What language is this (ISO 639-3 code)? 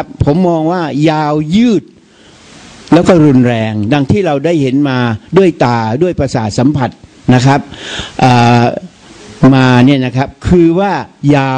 tha